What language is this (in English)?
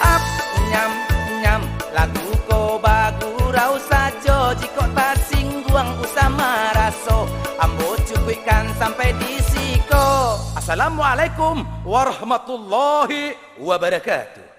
Minangkabau